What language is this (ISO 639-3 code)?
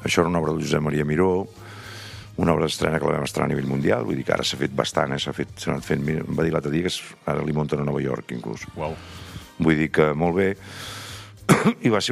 cat